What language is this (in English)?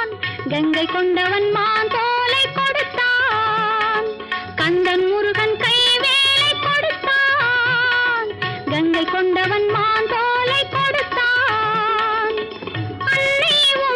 Tamil